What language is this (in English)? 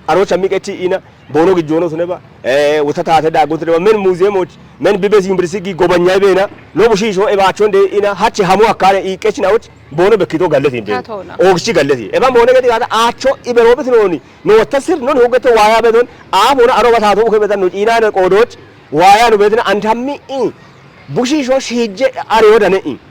Kafa